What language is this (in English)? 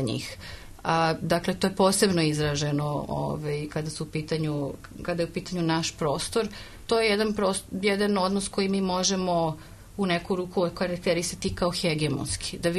Serbian